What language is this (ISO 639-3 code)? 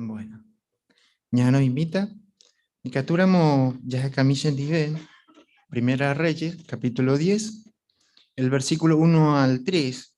grn